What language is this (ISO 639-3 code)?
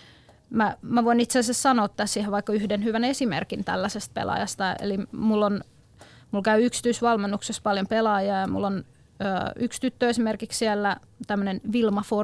fin